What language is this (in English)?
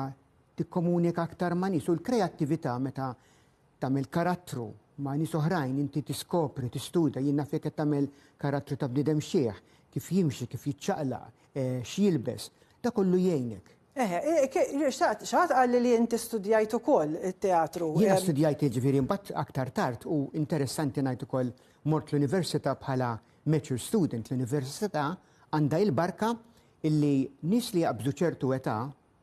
Maltese